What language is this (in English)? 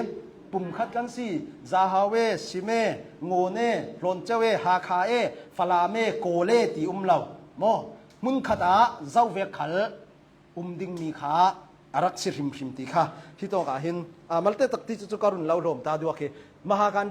Hakha Chin